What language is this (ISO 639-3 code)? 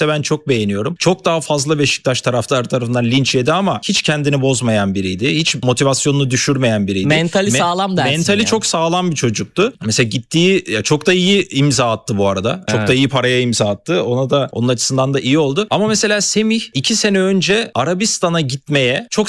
tur